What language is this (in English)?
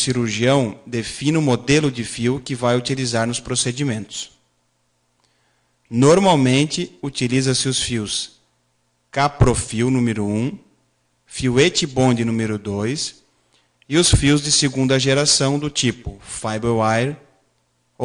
Portuguese